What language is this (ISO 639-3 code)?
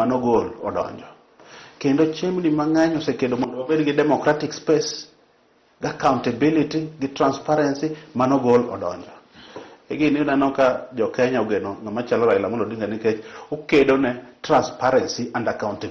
luo